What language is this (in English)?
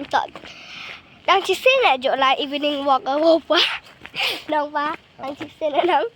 Khasi